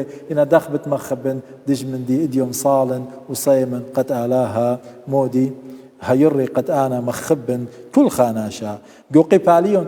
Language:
Assyrian Neo-Aramaic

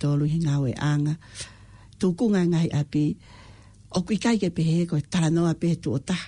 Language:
Tongan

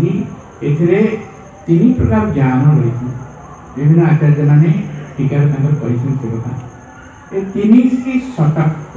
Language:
Odia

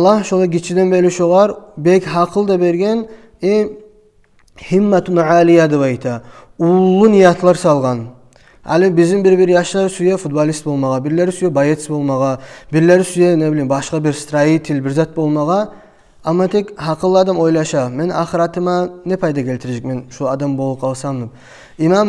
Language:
Kumyk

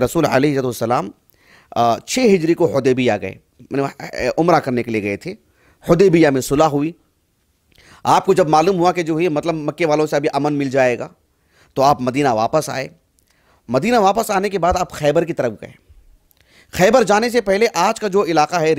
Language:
Urdu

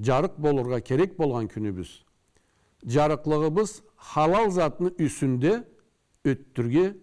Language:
Karachay-Balkar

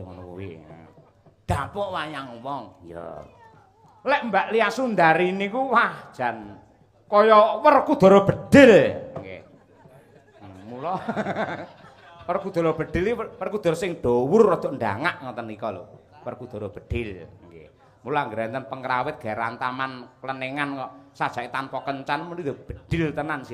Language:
Javanese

